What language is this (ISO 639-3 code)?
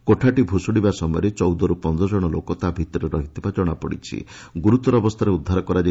ori